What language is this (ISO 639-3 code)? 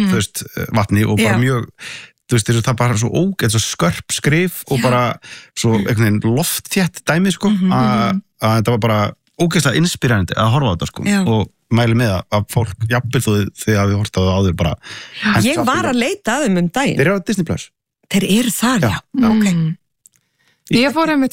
isl